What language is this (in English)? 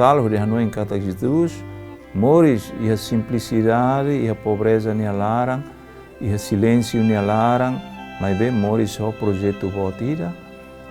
Tetum